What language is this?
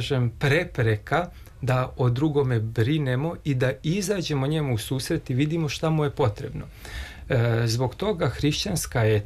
Serbian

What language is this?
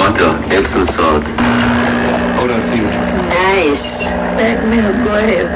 Jamaican Creole English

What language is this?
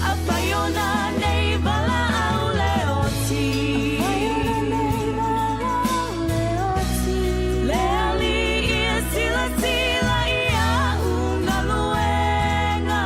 Samoan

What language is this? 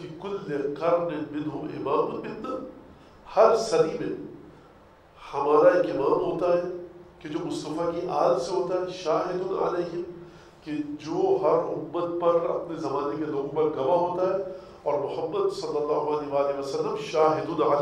Urdu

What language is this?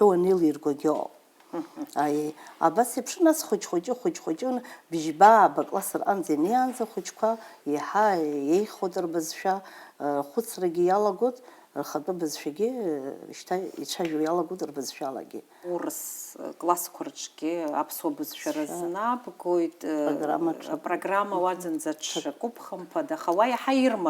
Abkhazian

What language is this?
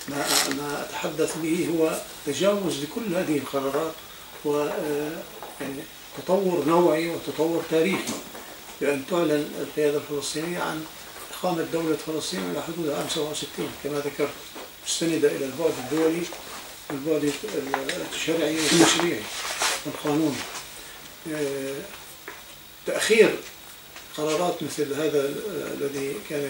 Arabic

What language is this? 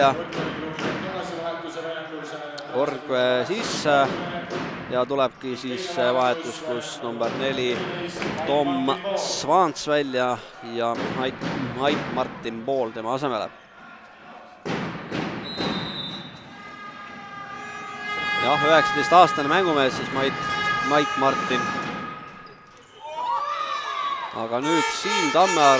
Estonian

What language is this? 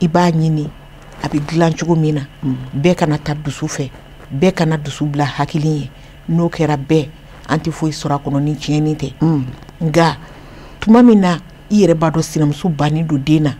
Bambara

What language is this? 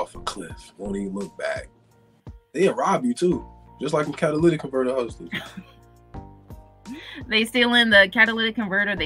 English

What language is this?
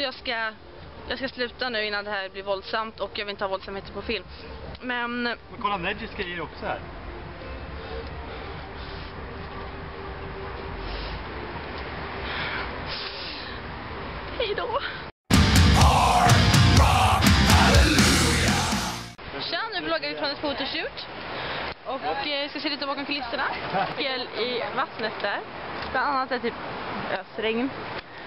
Swedish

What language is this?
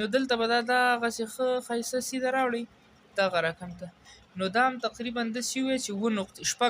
Pashto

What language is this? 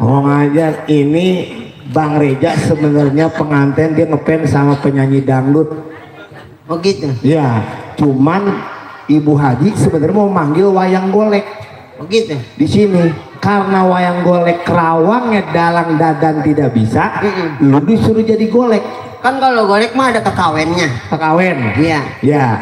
Betawi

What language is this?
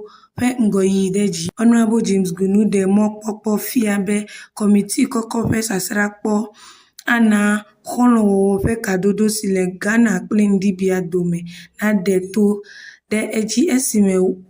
Ewe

